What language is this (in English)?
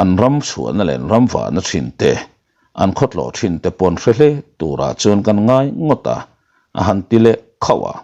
Mizo